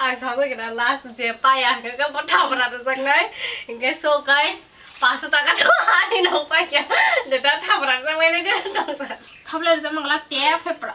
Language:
Kok Borok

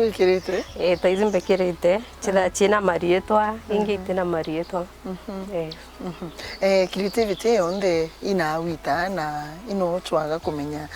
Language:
Meru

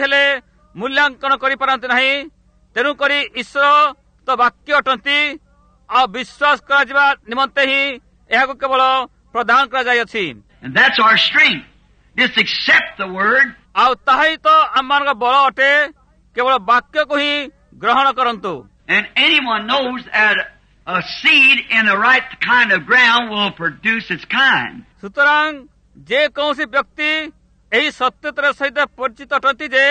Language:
Odia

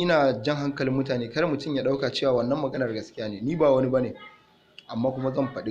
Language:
Hausa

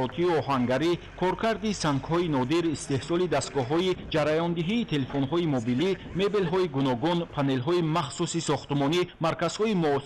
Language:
Tajik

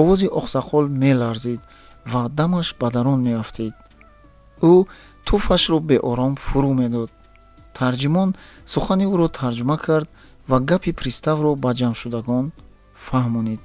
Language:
Tajik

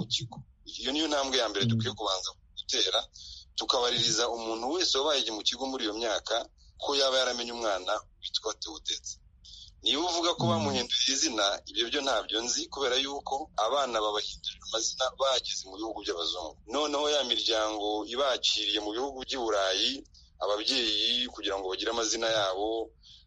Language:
Kinyarwanda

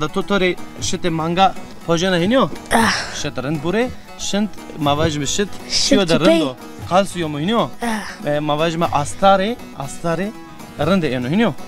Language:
Zaza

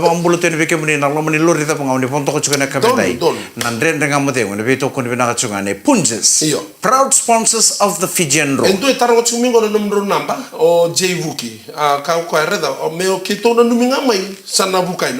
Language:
Fijian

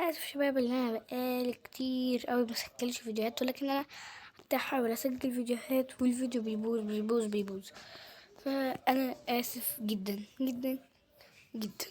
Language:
Egyptian Arabic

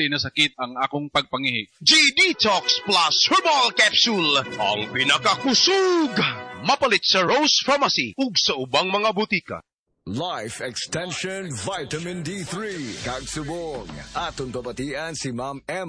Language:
Cebuano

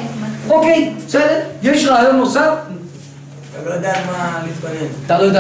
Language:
Hebrew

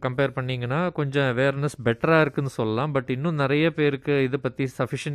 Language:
Tamil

